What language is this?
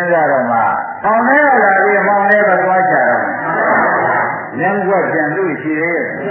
Burmese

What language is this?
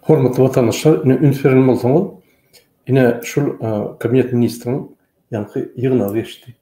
Turkmen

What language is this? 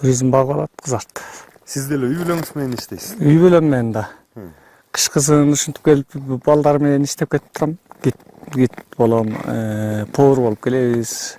Kyrgyz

